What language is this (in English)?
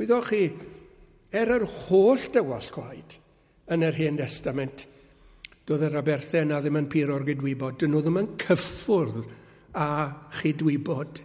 Welsh